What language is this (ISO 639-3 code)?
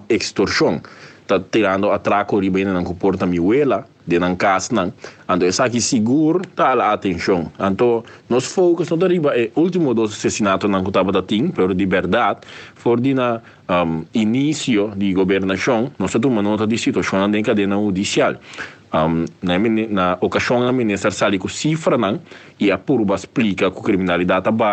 pap